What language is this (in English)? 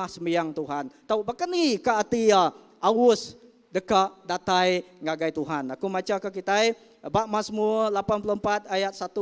Iban